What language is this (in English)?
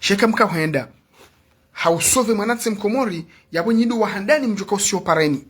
Ngazidja Comorian